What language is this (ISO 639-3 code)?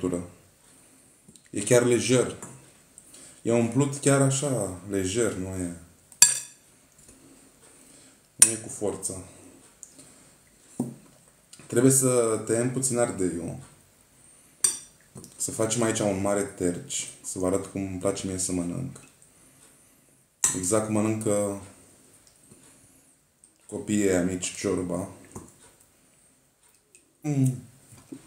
ron